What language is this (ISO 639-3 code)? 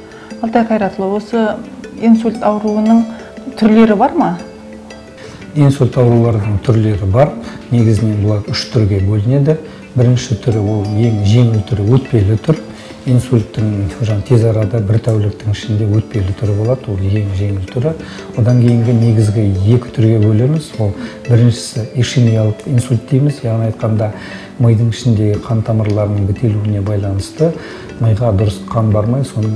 kaz